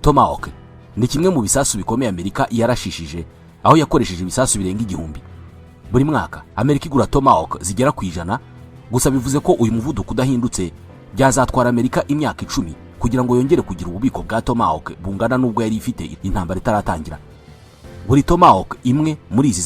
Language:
Kinyarwanda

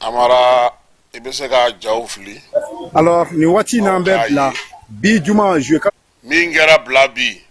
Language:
Bambara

